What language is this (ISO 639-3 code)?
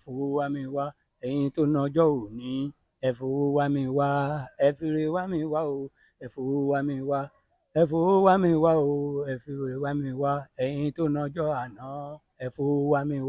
yor